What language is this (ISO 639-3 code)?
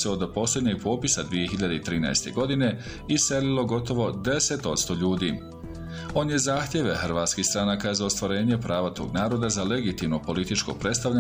bos